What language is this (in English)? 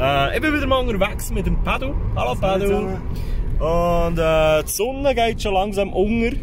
Swiss German